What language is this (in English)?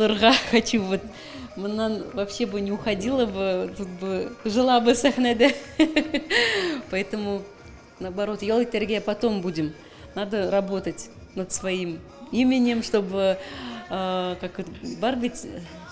Tatar